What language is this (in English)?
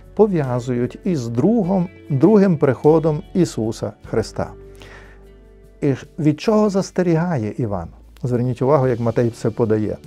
Ukrainian